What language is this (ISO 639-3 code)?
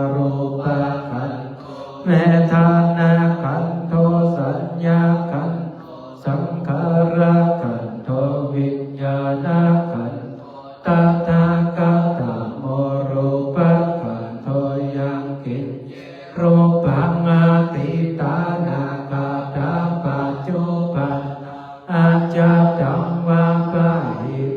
pli